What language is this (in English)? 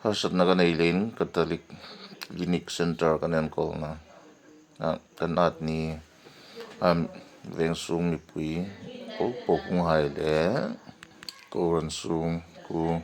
Hmar